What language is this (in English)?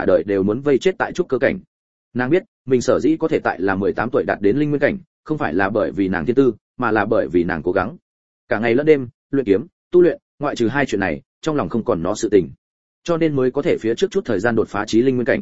Vietnamese